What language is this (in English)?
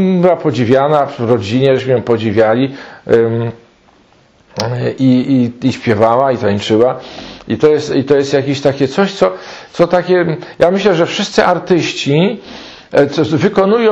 Polish